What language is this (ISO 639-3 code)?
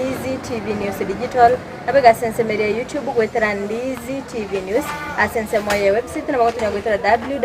guz